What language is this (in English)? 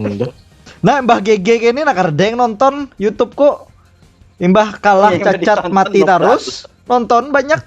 Banjar